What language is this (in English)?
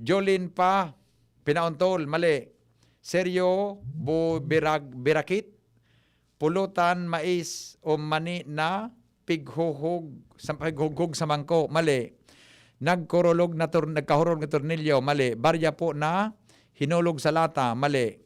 Bikol